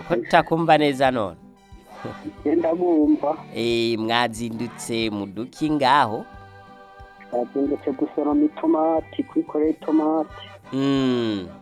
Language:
Rundi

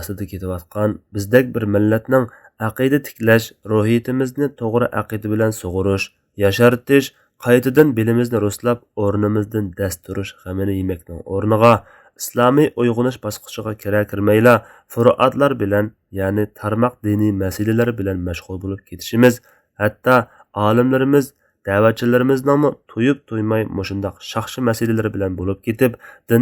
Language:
Uyghur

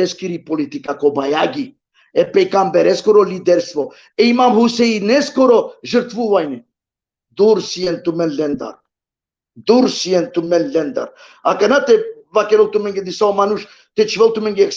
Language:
Balkan Romani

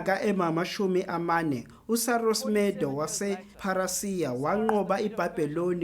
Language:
Zulu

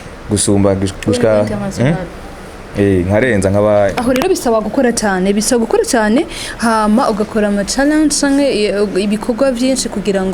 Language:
Rundi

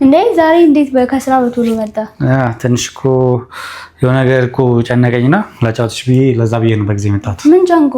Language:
Amharic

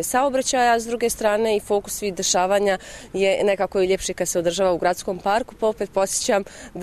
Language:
Bosnian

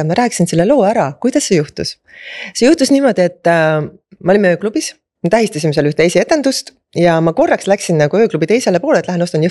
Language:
Estonian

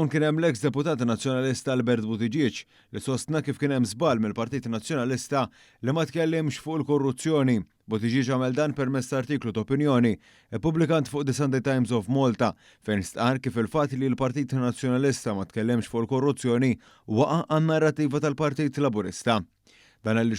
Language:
Maltese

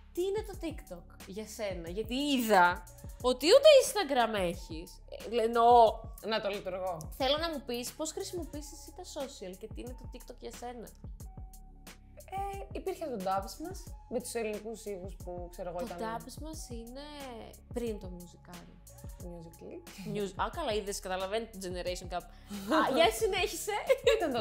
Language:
Greek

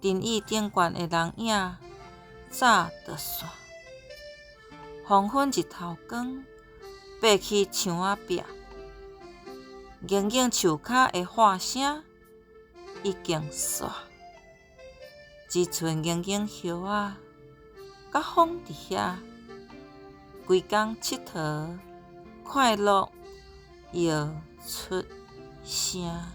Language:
Min Nan Chinese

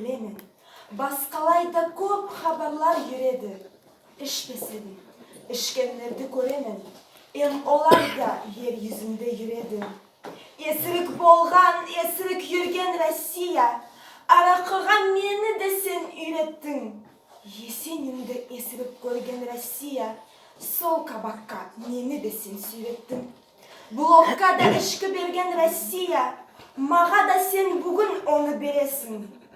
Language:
Nogai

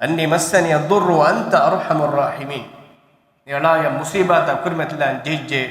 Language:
Divehi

